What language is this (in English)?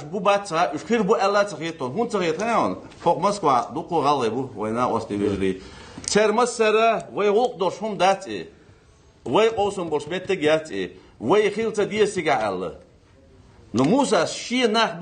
Ingush